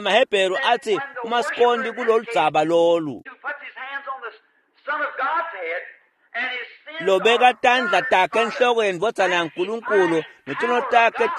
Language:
Swati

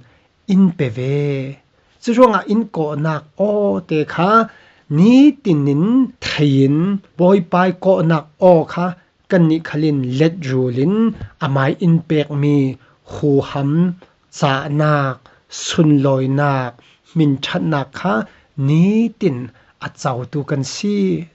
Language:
Falam Chin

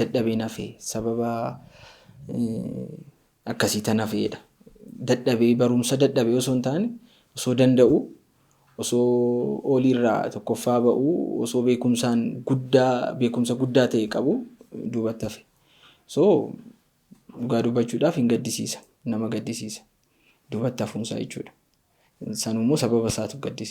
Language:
Oromo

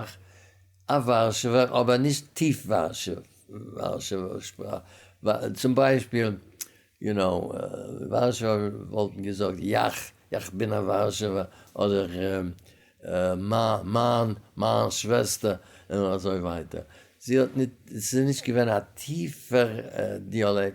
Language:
Yiddish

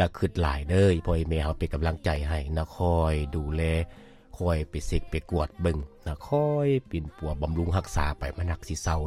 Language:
Lao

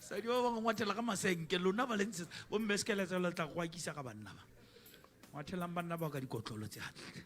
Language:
Southern Sotho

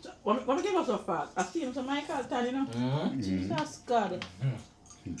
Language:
Jamaican Creole English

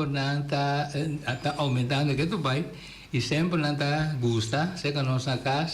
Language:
Papiamento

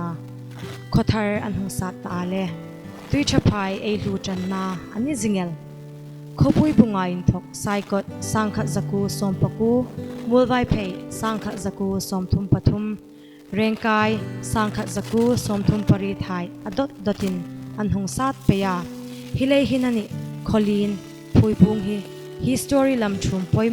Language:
Hmar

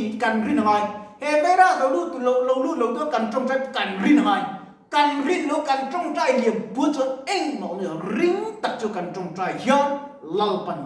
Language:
Mizo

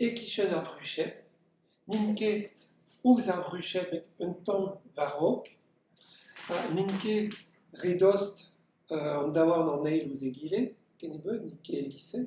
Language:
Breton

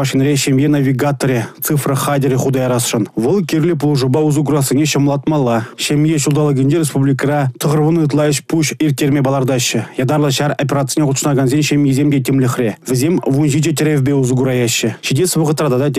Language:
Chuvash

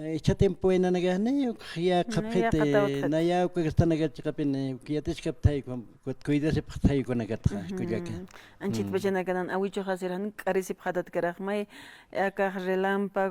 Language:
Aymara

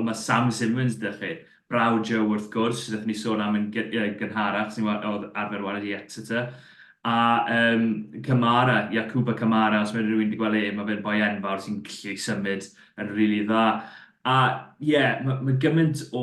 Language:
Welsh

